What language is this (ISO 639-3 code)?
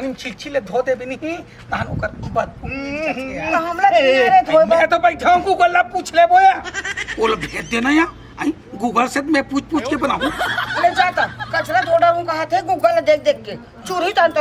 hne